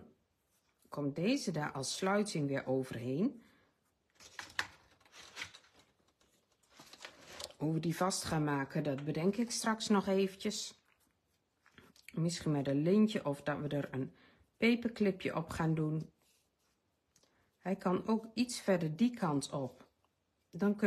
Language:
Dutch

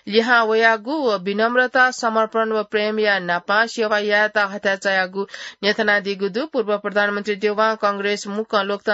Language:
Newari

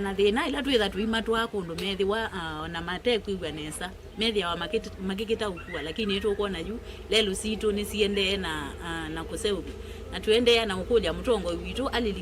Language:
Kamba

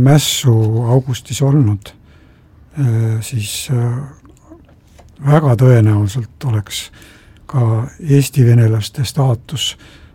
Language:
Estonian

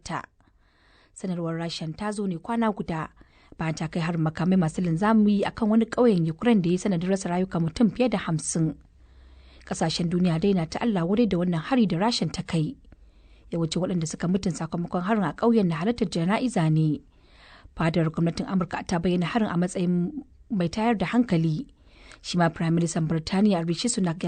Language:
Hausa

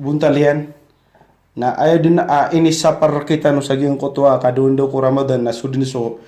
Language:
Maranao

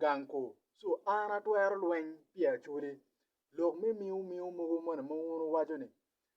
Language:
Acoli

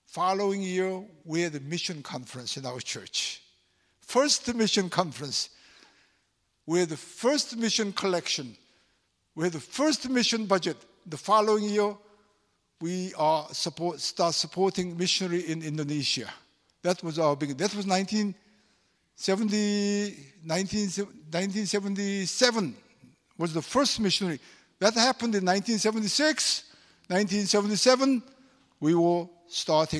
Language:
English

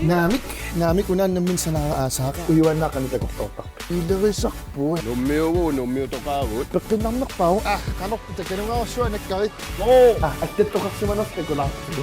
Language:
Kalaallisut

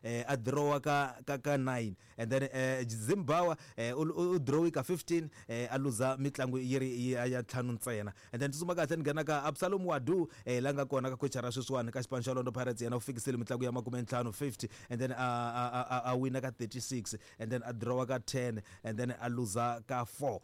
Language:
Tsonga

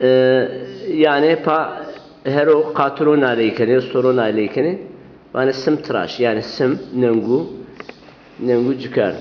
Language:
Zaza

